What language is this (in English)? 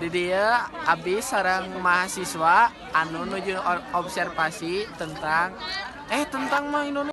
Sundanese